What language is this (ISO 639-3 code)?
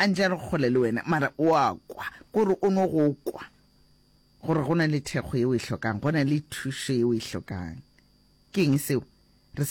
nso